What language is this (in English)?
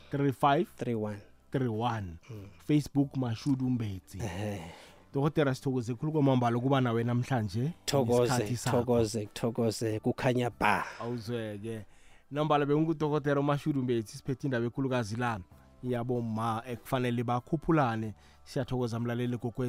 South Ndebele